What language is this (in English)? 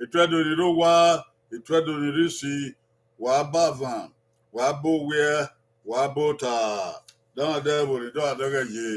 Bini